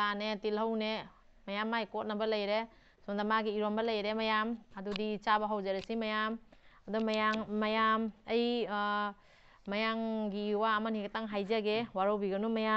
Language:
Manipuri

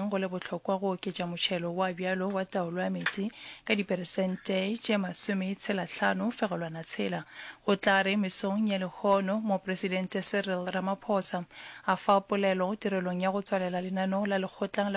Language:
Northern Sotho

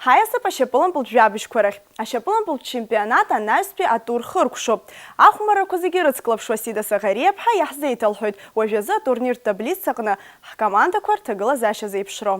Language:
Abkhazian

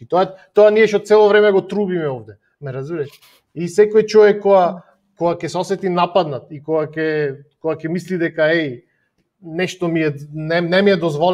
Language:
Macedonian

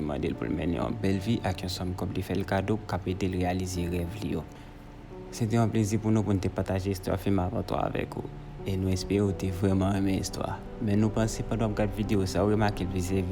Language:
Haitian Creole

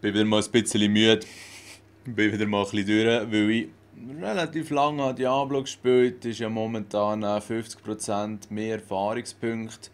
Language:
Swiss German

